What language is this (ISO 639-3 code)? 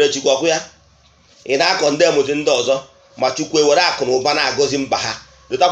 ibo